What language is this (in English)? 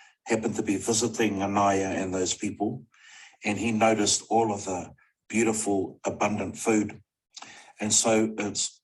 Māori